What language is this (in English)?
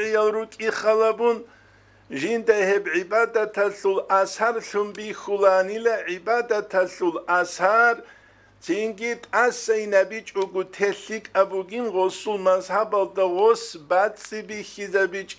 Avaric